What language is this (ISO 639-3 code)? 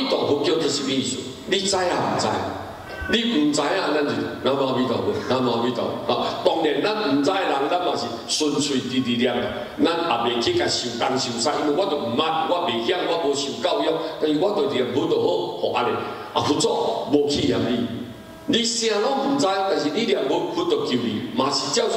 nan